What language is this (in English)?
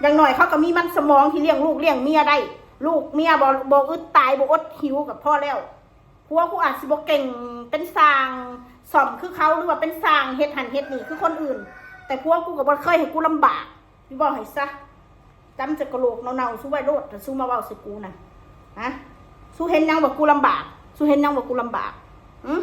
Northeastern Thai